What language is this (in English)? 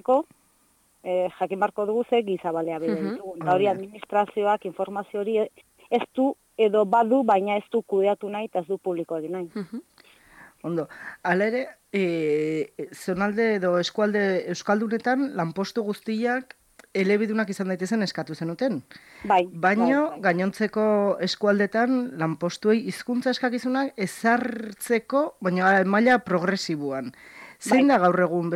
Basque